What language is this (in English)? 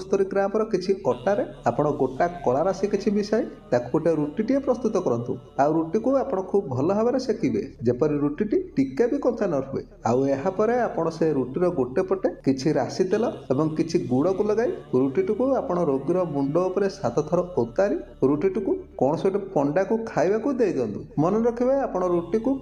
Odia